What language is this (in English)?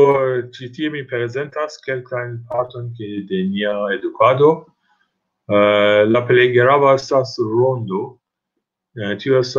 Esperanto